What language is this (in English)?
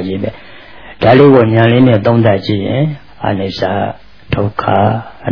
Burmese